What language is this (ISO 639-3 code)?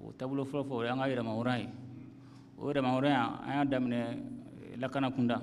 bam